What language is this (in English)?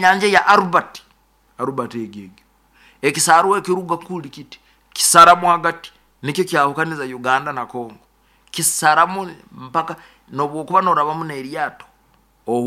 Nyoro